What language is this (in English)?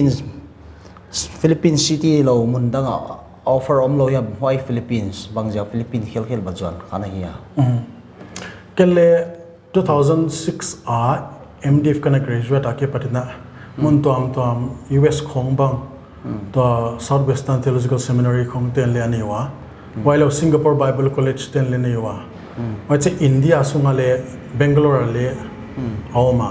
Paite Chin